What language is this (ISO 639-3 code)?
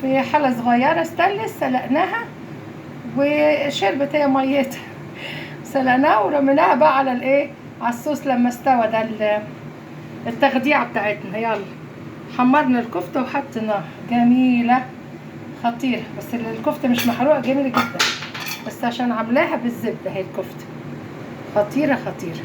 arz